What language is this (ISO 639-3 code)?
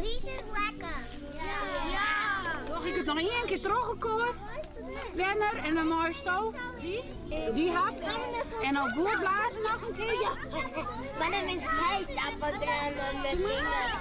fry